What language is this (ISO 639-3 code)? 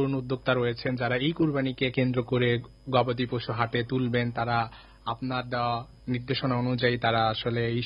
ben